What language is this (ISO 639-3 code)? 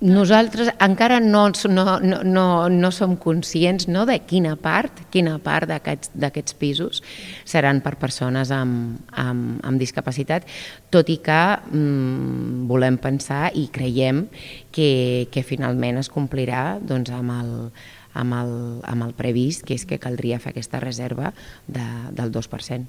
cat